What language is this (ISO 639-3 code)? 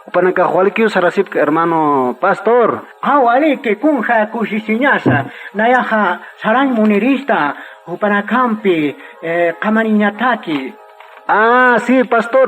aym